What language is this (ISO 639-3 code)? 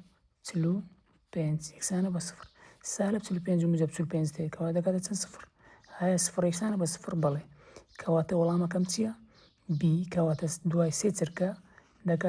ckb